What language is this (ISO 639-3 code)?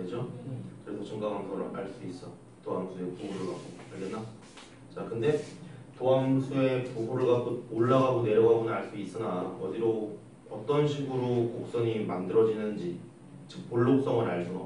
kor